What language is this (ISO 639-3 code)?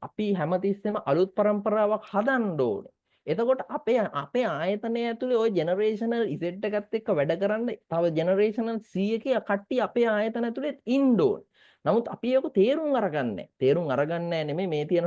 sin